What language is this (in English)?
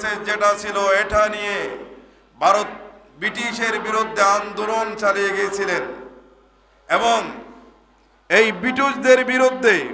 Bangla